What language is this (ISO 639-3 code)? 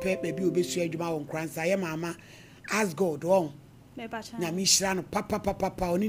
aka